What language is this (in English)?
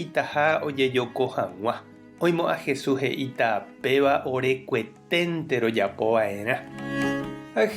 Guarani